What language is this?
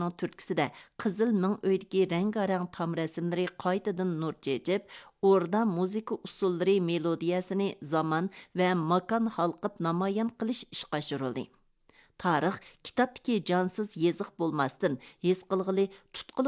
Uyghur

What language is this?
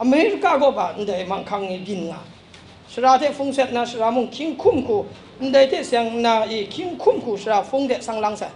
Kachin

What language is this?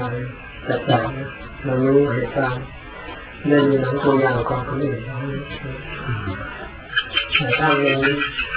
Thai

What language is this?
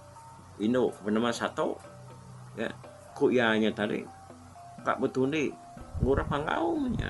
Iban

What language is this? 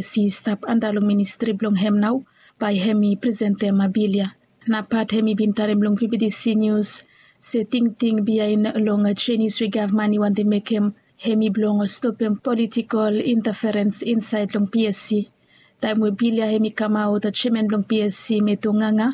Bislama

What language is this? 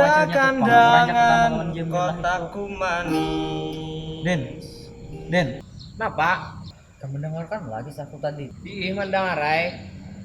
Banjar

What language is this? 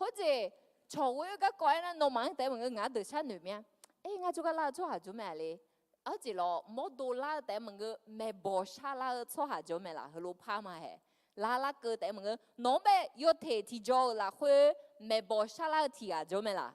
Akha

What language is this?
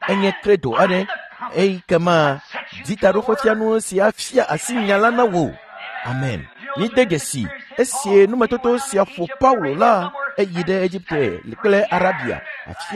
Ewe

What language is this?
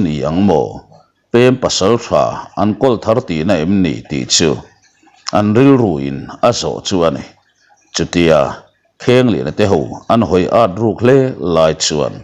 Mizo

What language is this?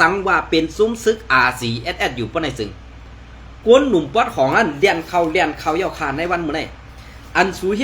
Shan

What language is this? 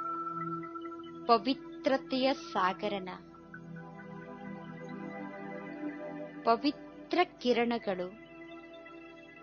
Kannada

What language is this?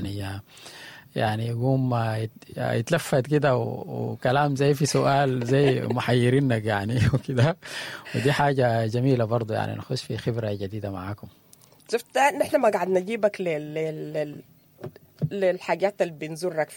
Sudanese Arabic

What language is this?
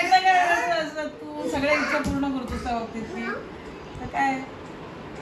Marathi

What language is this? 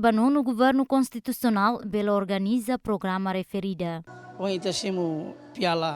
Tetum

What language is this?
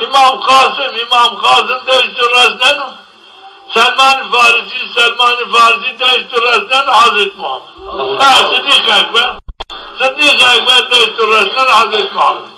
Zaza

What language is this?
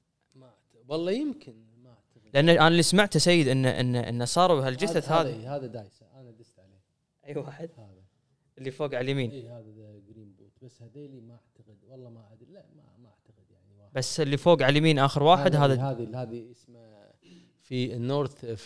Gulf Arabic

